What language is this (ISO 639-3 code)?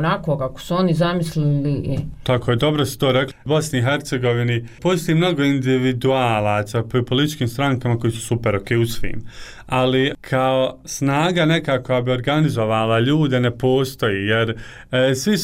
bos